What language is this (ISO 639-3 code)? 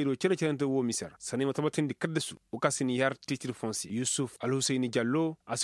ses